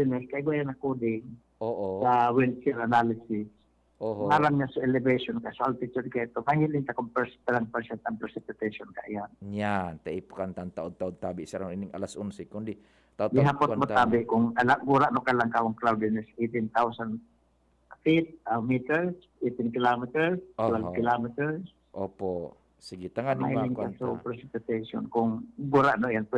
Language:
Bikol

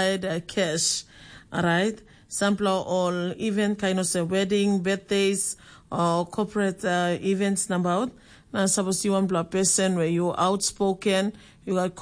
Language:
Tok Pisin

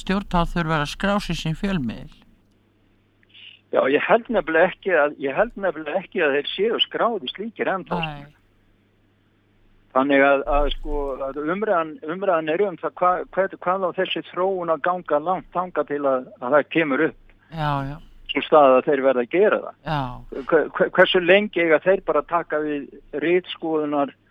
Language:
Icelandic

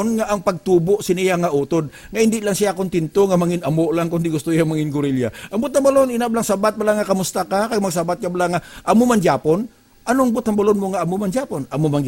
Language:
Hiligaynon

